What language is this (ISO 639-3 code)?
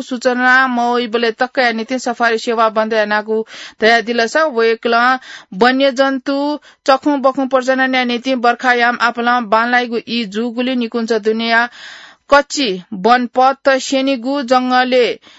new